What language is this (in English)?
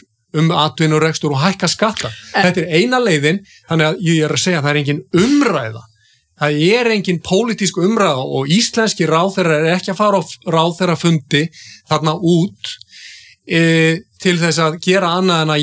Icelandic